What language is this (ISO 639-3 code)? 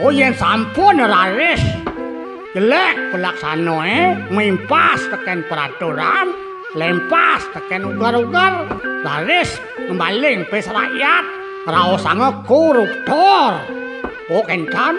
ban